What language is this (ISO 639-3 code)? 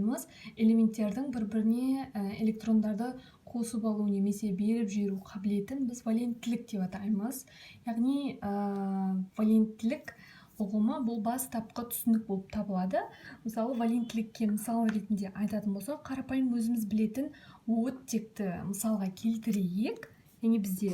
kaz